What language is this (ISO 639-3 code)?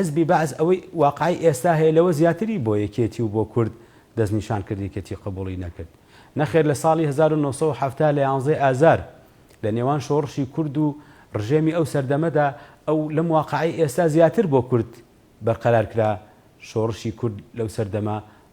ckb